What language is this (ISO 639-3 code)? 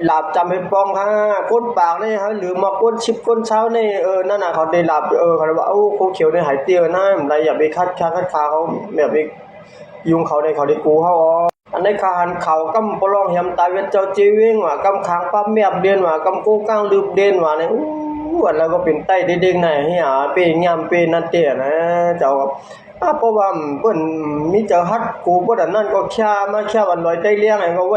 shn